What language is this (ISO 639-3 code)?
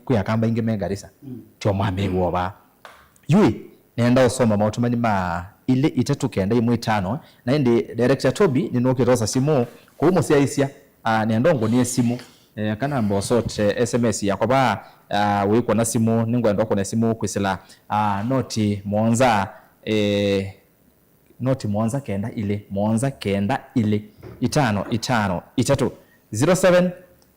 kam